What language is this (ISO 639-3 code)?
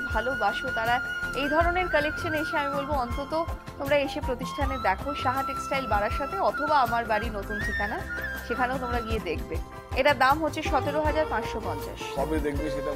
ben